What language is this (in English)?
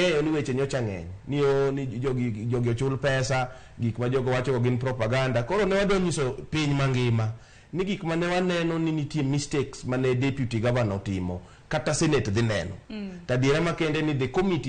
Luo (Kenya and Tanzania)